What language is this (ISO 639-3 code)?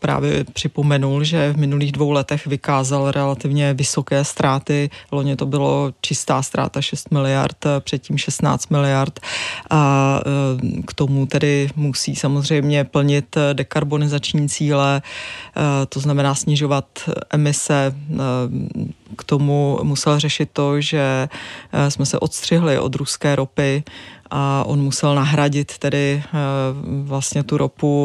ces